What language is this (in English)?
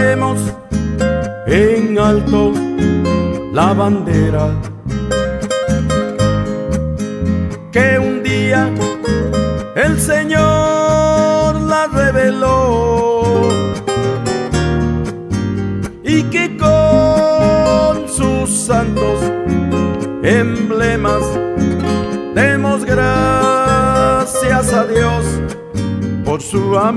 Spanish